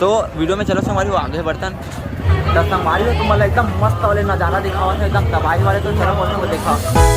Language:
Chhattisgarhi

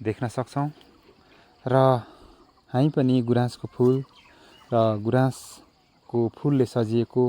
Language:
Nepali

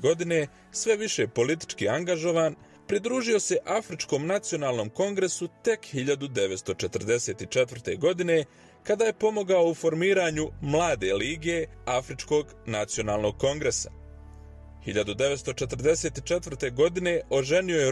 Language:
Bosnian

